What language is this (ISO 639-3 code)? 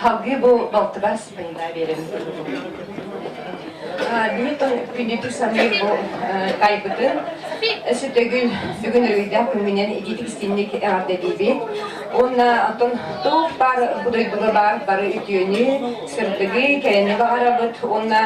sah